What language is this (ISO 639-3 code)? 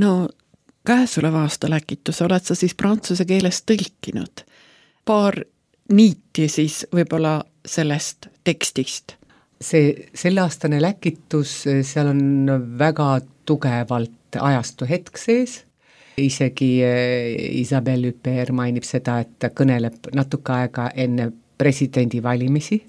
est